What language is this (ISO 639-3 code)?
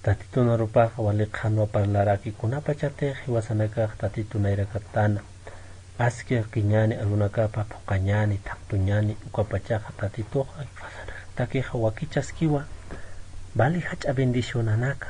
aym